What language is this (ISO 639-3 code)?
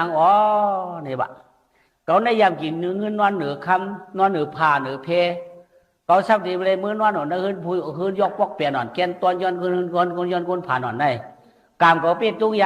shn